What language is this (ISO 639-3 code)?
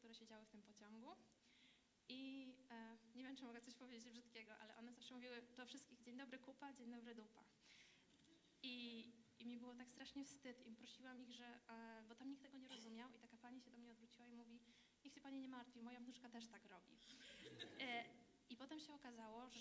pol